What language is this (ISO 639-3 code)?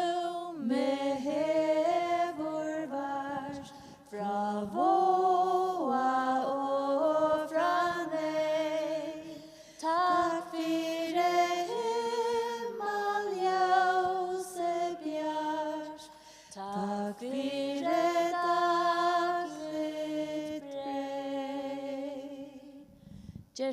fao